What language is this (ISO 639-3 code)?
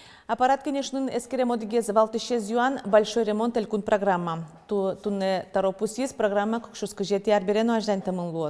udm